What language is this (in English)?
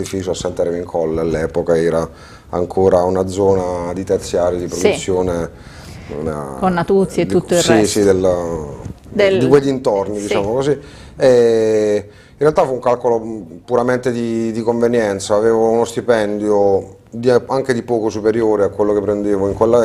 Italian